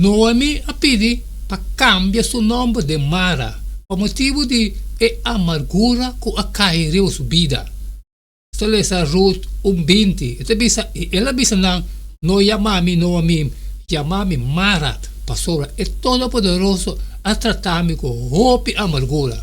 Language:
Papiamento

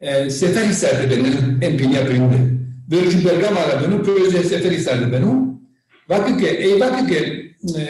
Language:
Zaza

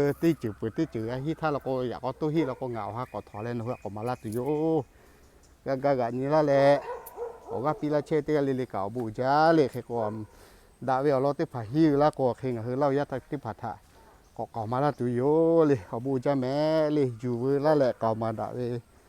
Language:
Lahu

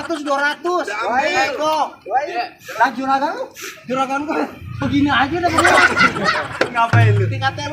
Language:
Betawi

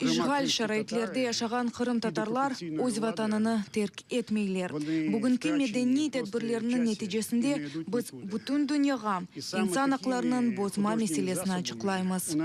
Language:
Crimean Tatar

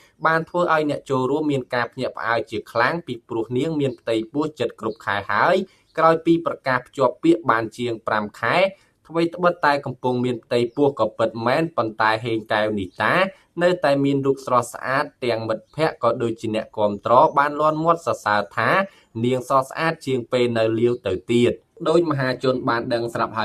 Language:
Khmer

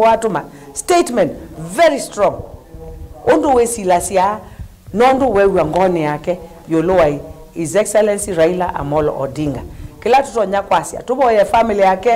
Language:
Kamba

